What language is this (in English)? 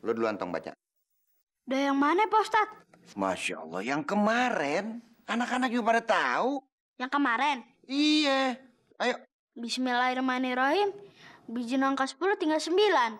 Betawi